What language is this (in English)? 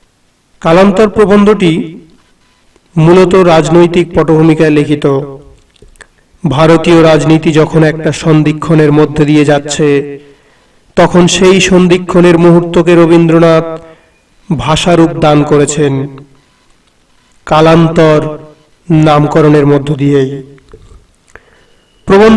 Bangla